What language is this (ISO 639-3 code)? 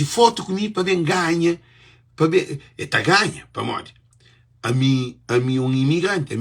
kea